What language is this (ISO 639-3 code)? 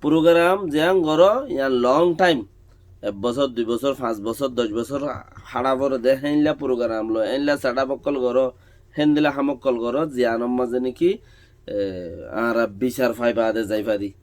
rhg